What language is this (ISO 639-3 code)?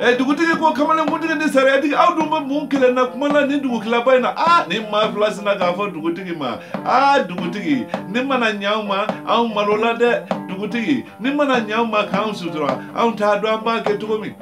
bam